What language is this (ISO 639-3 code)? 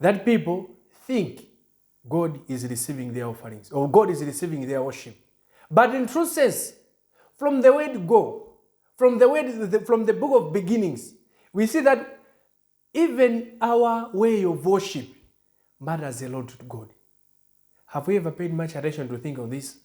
eng